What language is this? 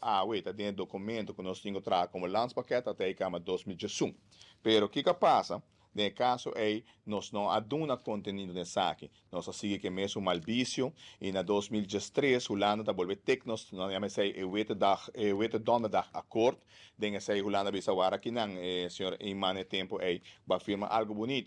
Papiamento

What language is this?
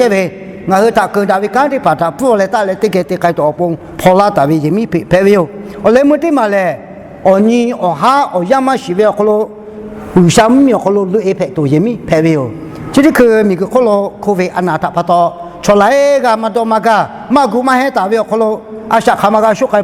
Lahu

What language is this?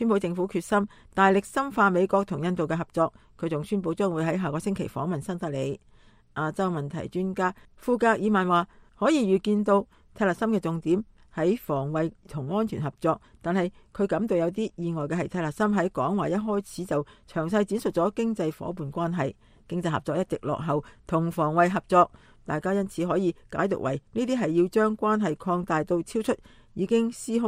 Cantonese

